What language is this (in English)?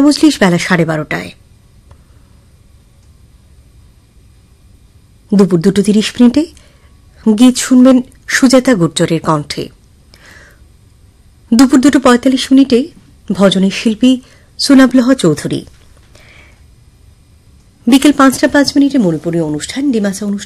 Bangla